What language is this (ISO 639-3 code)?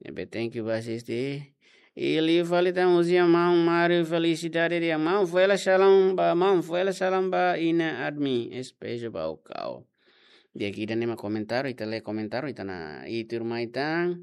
tet